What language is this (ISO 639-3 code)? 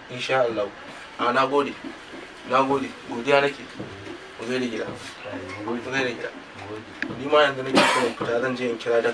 hau